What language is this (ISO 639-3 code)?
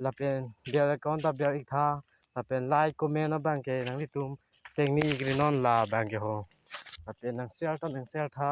mjw